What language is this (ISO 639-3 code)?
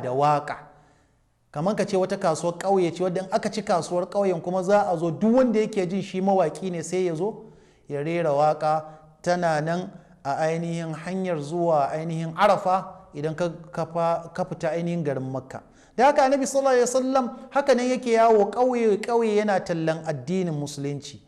hau